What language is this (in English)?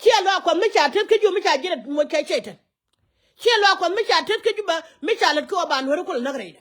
Nuer